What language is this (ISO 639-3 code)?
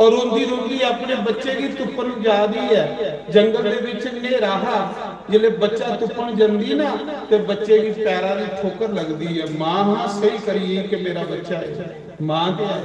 doi